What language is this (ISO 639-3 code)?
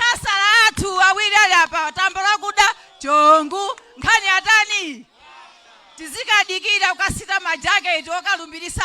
nya